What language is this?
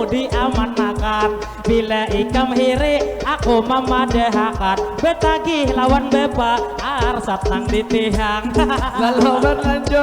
Banjar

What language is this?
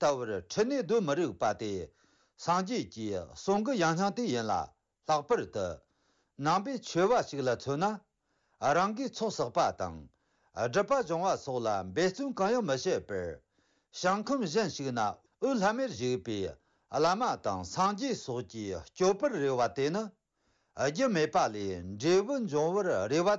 Tibetan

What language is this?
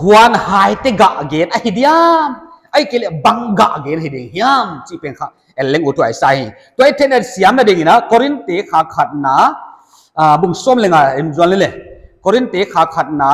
Paite Chin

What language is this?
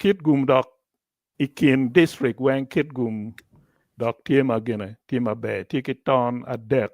Acoli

